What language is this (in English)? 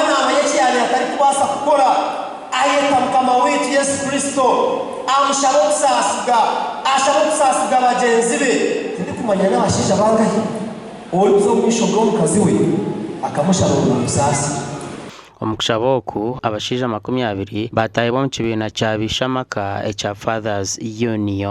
Nyankole